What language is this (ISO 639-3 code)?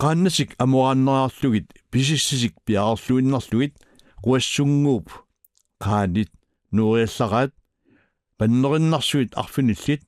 kal